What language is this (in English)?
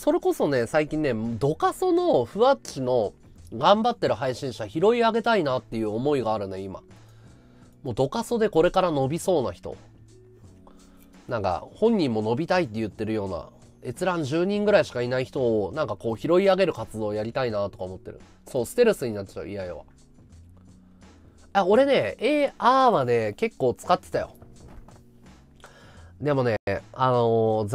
Japanese